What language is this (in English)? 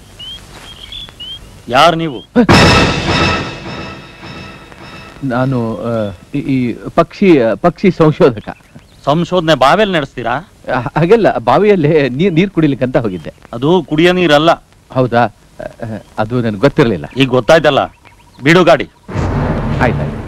Kannada